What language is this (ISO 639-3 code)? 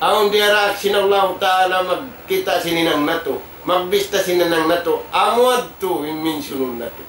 tsg